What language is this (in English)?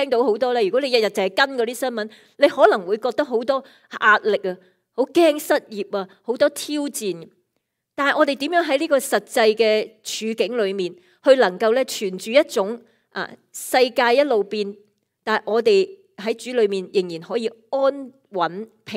Cantonese